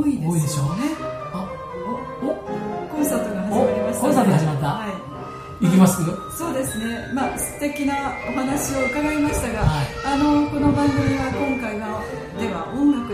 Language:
Japanese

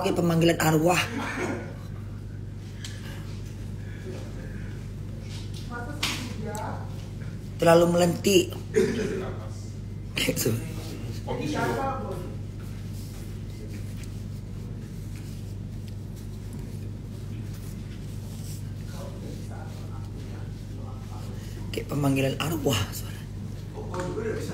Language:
Indonesian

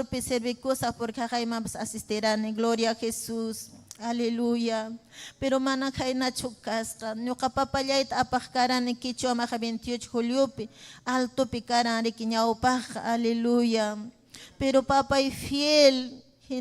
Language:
Ayacucho Quechua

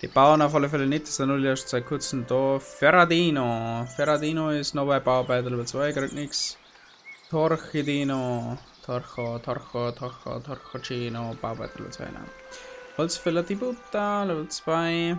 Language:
Bavarian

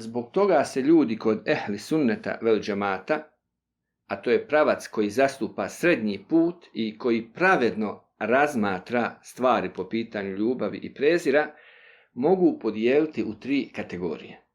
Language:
Bosnian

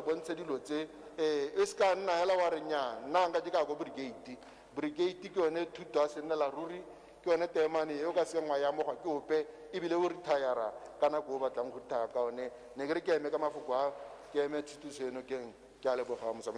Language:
Tswana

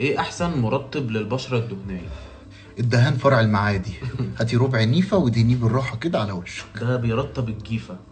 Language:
Egyptian Arabic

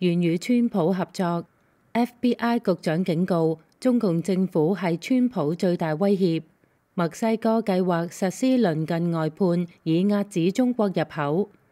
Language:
Cantonese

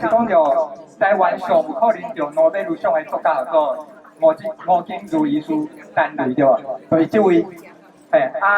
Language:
Min Nan Chinese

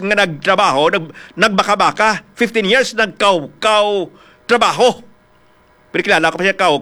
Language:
Hiligaynon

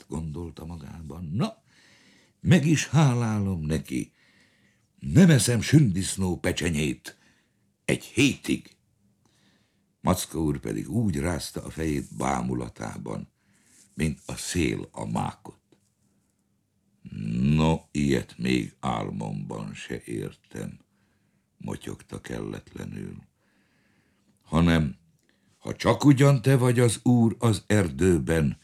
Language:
Hungarian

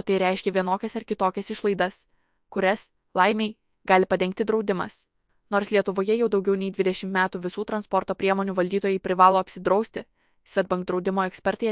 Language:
Lithuanian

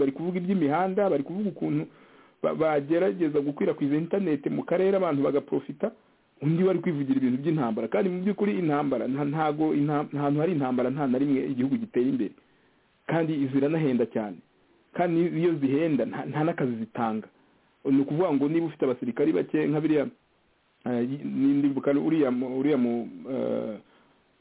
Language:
Kinyarwanda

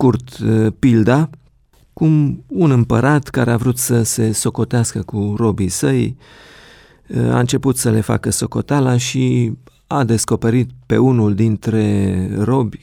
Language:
Romanian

